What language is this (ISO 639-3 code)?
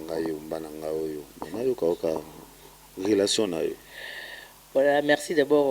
lin